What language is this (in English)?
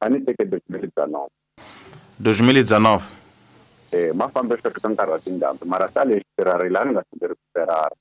Tsonga